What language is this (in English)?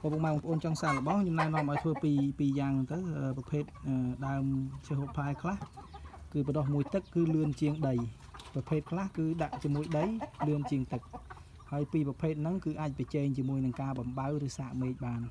Khmer